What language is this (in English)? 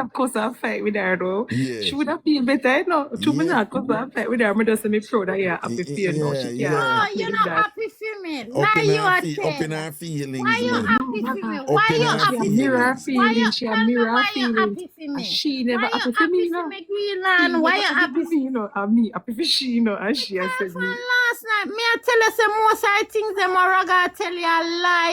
Jamaican Creole English